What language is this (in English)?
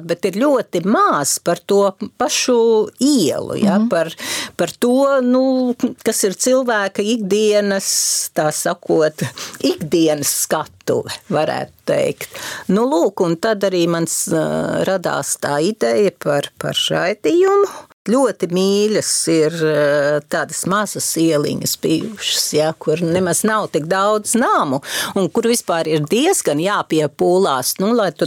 Latvian